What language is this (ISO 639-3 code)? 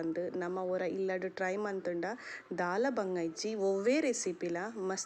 tcy